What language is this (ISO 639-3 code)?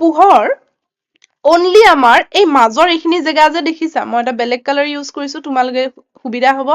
asm